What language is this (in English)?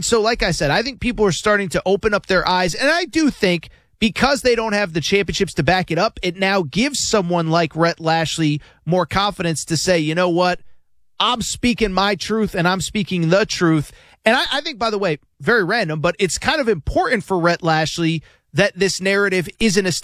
English